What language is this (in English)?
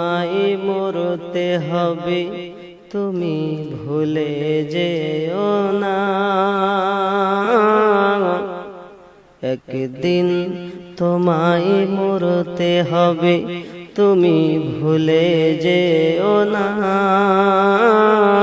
Bangla